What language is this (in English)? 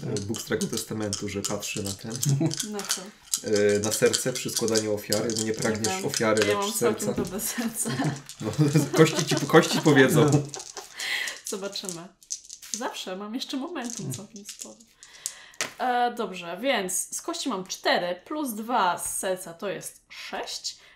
Polish